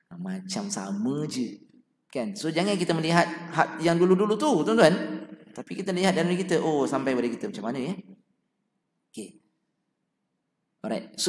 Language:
Malay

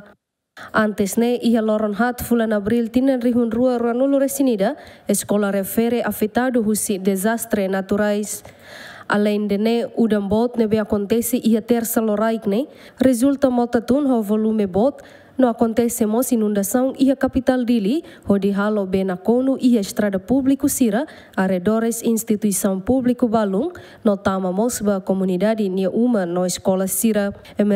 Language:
Tetum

